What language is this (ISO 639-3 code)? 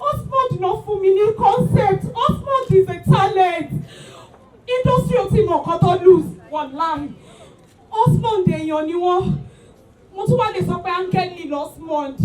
yor